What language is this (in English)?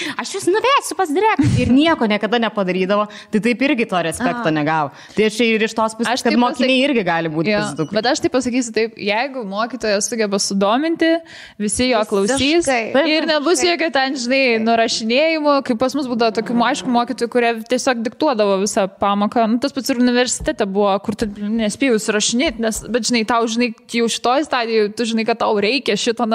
Lithuanian